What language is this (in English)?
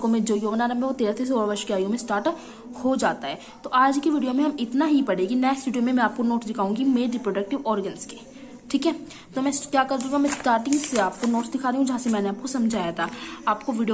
Hindi